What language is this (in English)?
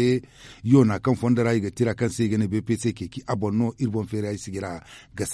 Zarma